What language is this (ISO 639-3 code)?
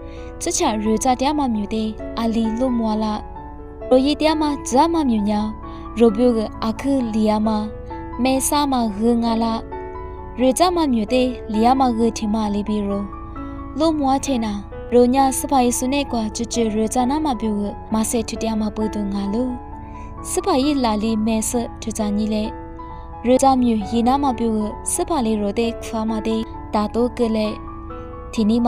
lis